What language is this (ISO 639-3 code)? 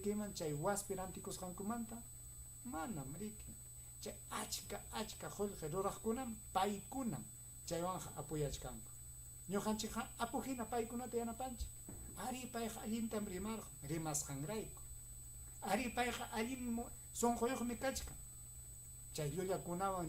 quy